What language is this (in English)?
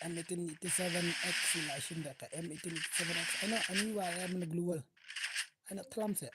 Khasi